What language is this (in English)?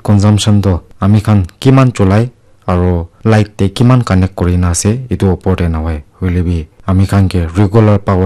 Naga Pidgin